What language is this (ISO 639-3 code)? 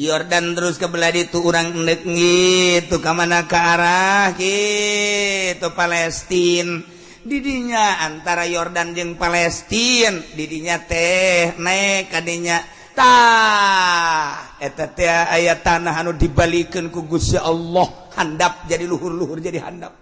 sun